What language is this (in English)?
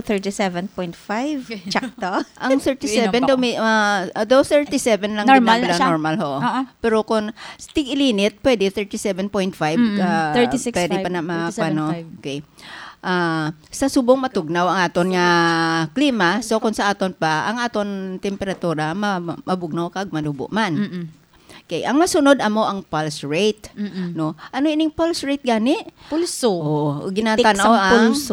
Hiligaynon